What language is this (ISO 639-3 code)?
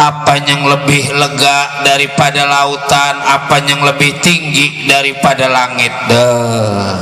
bew